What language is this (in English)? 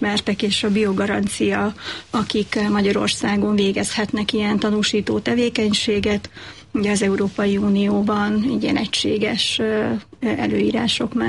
Hungarian